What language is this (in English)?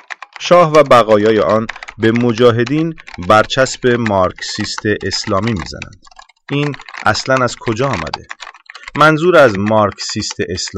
Persian